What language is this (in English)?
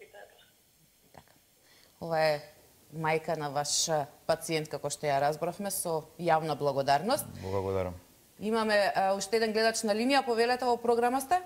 Macedonian